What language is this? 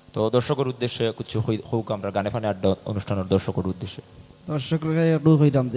Sylheti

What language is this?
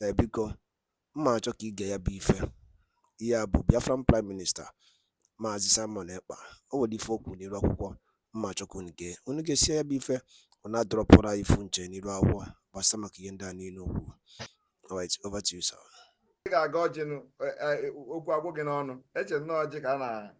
Igbo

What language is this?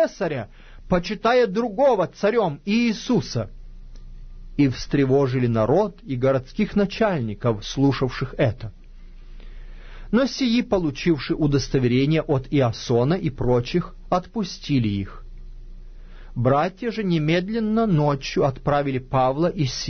Russian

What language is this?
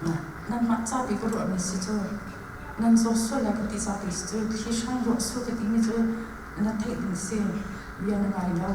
Hakha Chin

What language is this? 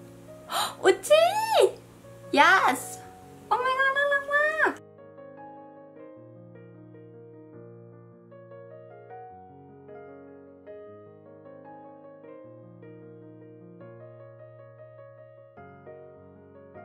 Thai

